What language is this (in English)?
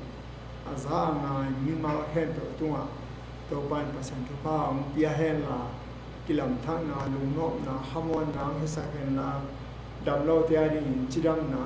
Tedim Chin